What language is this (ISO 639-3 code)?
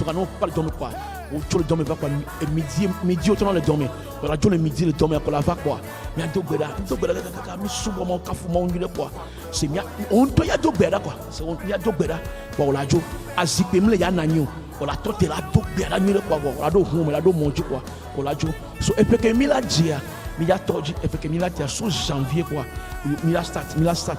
ewe